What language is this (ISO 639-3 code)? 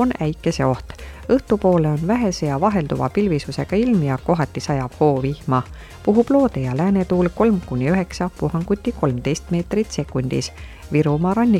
est